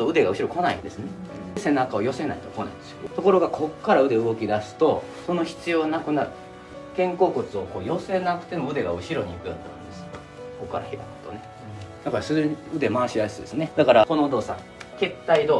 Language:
Japanese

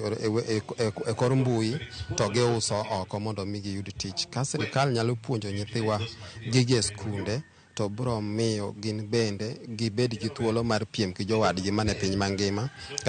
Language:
Luo (Kenya and Tanzania)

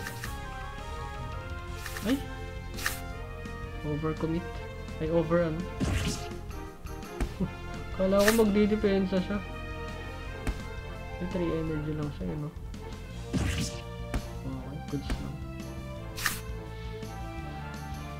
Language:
Filipino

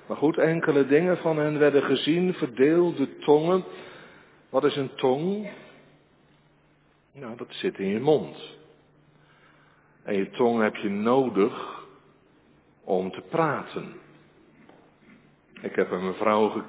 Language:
Dutch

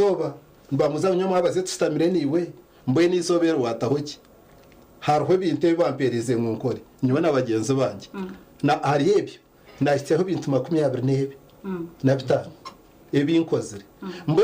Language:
Nyankole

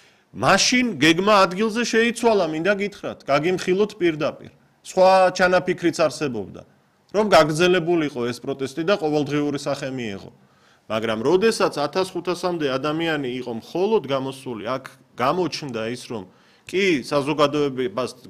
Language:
Georgian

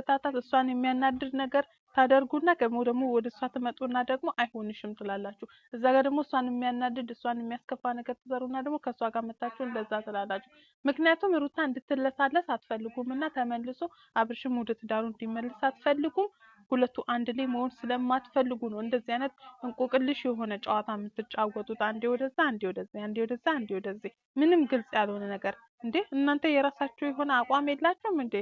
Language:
Amharic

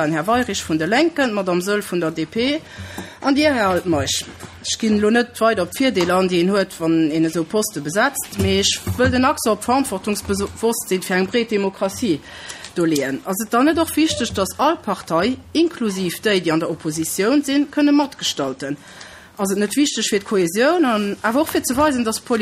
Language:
Luxembourgish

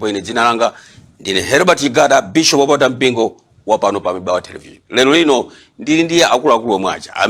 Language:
Nyanja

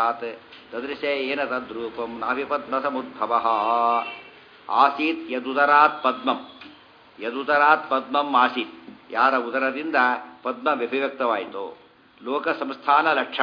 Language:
Kannada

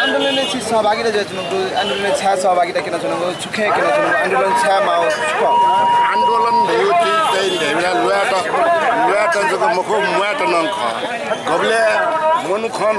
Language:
Newari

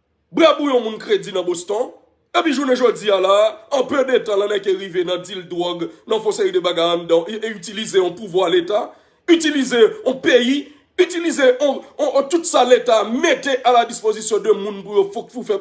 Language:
Haitian Creole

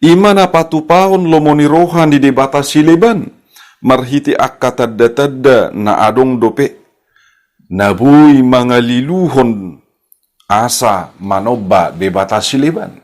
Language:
Batak Toba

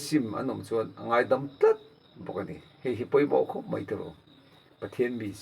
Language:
Mizo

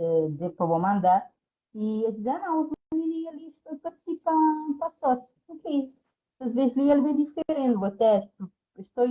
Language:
Kabuverdianu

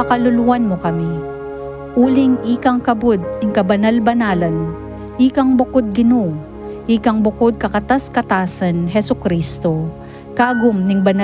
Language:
Pampanga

